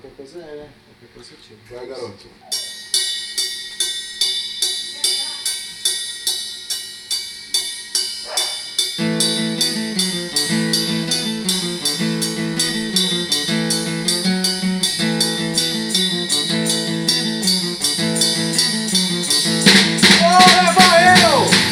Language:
Portuguese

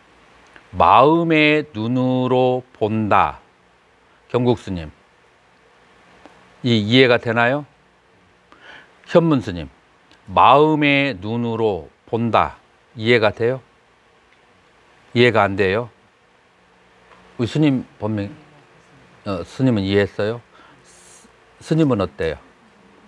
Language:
Korean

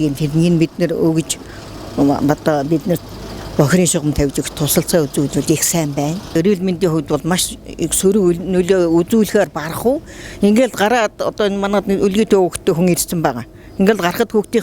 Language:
Mongolian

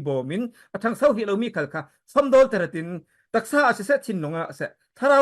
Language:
Falam Chin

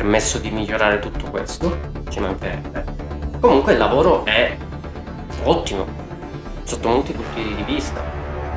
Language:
Italian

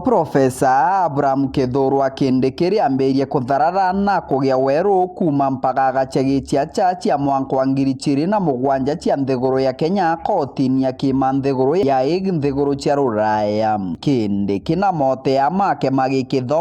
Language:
Meru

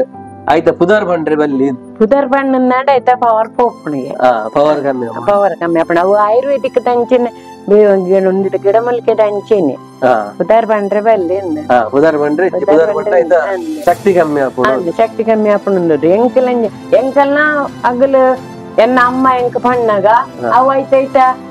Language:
Tulu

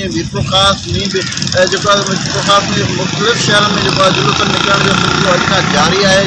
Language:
Sindhi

